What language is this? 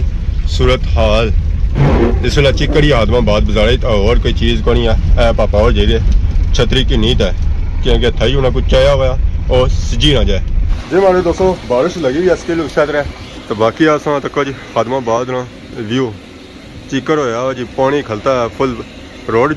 Pahari-Potwari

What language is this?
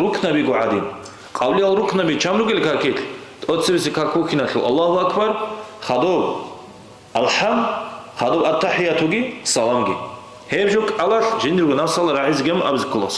Avaric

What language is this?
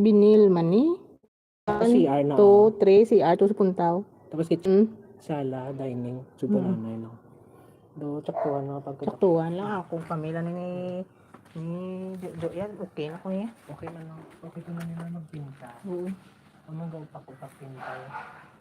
Hiligaynon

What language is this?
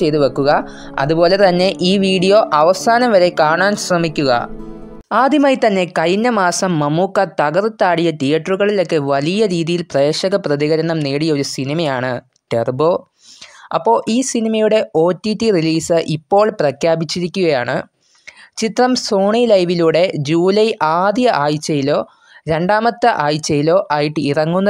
Malayalam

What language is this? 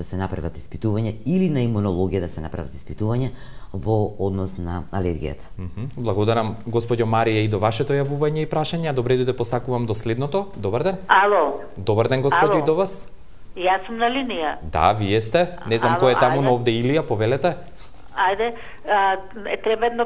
Macedonian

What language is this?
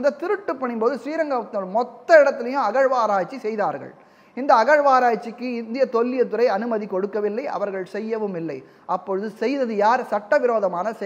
Tamil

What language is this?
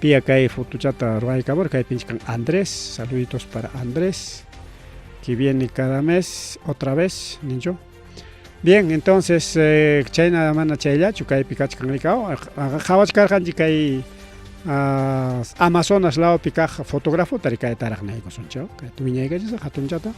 Ayacucho Quechua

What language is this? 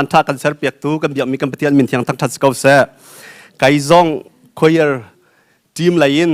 Hakha Chin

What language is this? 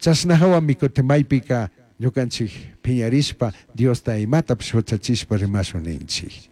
Chimborazo Highland Quichua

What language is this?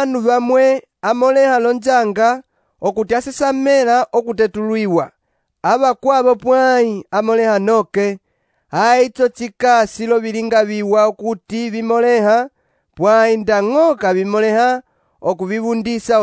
Umbundu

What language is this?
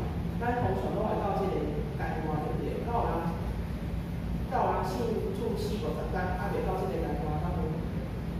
Min Nan Chinese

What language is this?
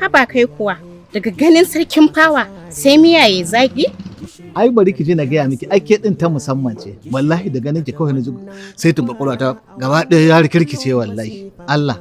Hausa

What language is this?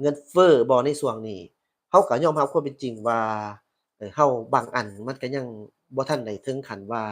Lao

